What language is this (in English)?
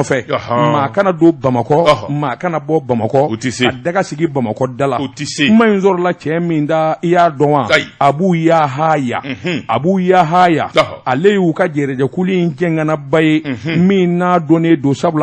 Bambara